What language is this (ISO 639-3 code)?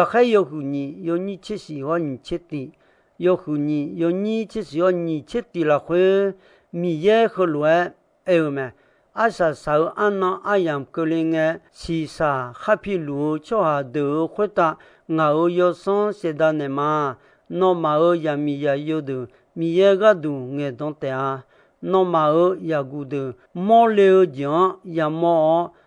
ahk